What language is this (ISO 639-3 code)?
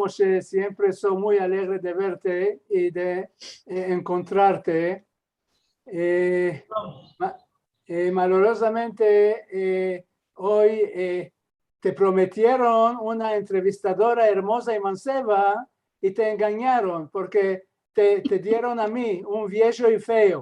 lad